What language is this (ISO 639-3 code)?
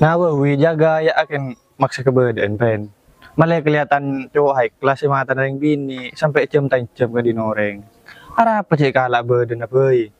mad